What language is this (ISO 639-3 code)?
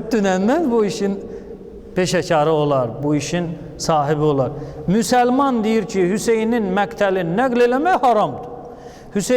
aze